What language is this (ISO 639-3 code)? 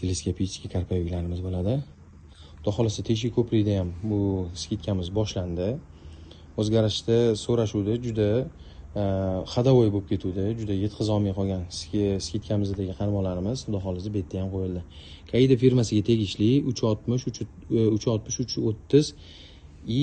uzb